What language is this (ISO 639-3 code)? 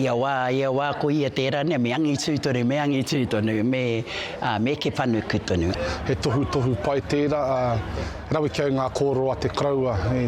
mri